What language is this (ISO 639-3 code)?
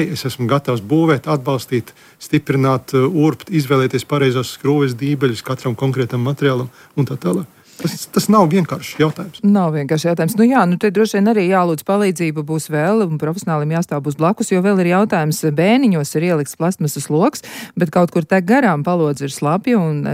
lav